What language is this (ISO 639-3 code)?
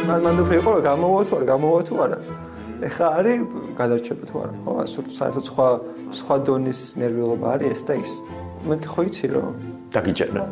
kat